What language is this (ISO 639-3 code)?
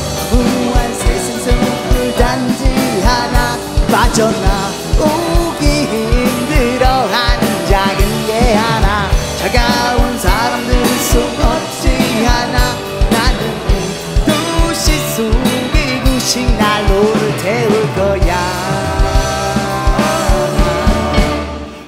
kor